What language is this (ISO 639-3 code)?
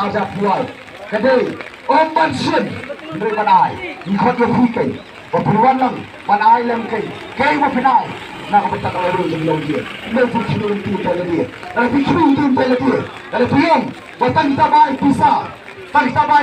kha